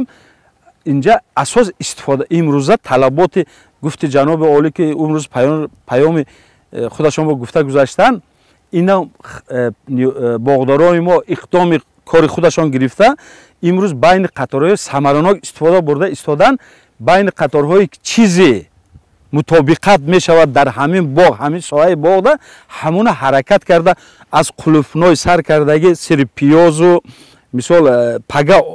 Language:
Tajik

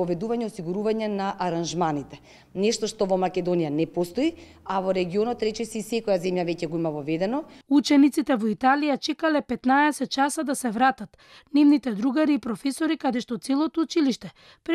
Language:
Macedonian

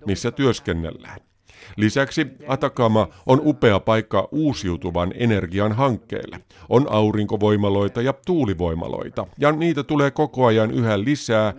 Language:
Finnish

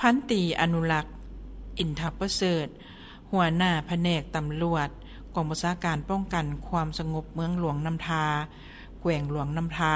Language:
Lao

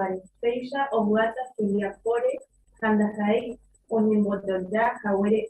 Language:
Guarani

